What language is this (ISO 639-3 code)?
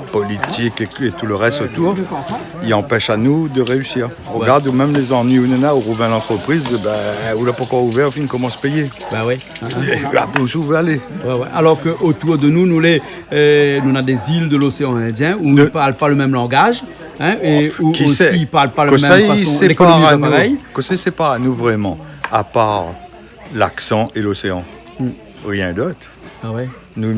rcf